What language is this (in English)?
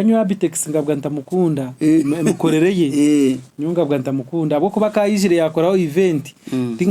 Nyankole